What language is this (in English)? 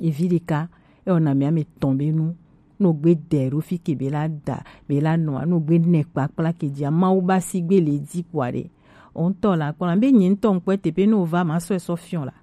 Gen